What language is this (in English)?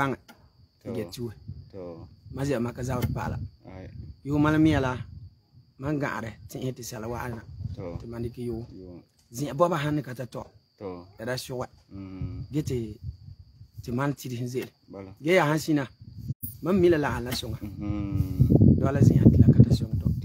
Frafra